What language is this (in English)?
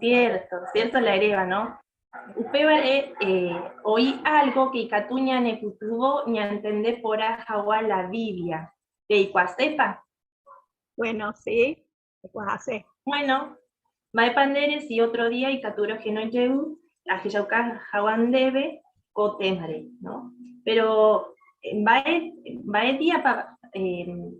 Guarani